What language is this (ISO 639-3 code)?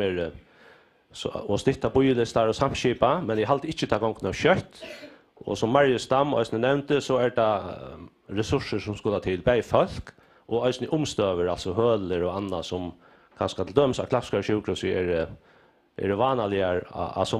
fao